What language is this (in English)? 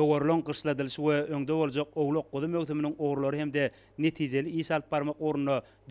Turkmen